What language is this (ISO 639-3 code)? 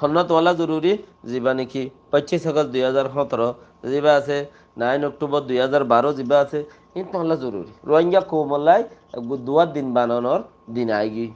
rhg